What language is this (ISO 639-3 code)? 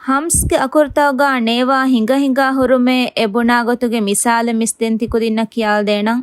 div